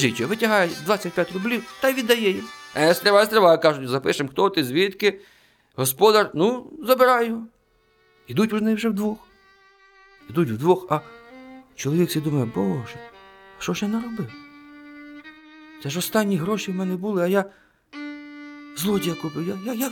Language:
Ukrainian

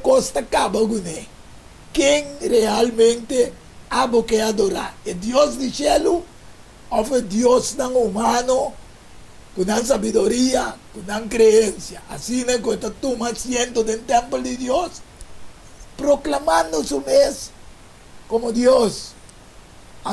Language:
Papiamento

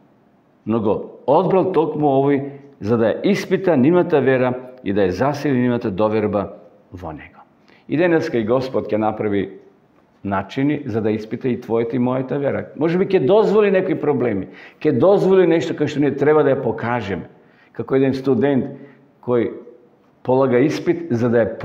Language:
Macedonian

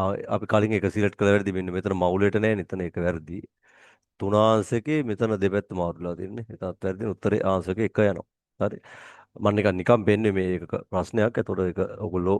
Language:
Sinhala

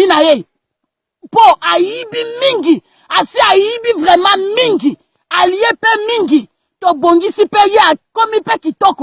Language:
Lingala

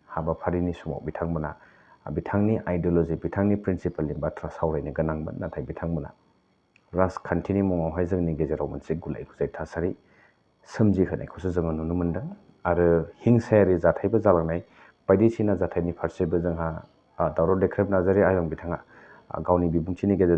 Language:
Bodo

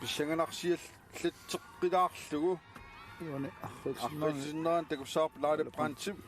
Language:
Kalaallisut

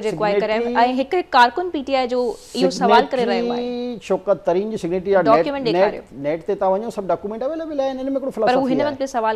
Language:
Sindhi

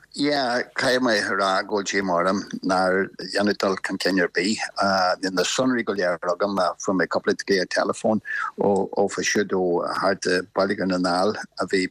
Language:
Irish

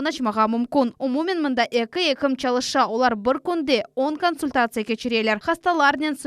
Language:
Crimean Tatar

